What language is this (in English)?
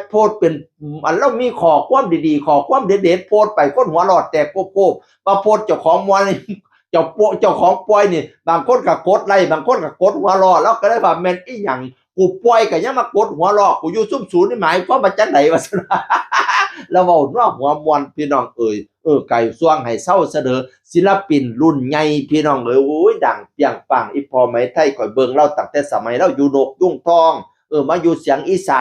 Northeastern Thai